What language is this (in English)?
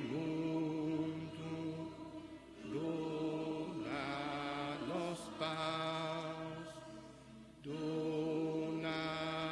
Papiamento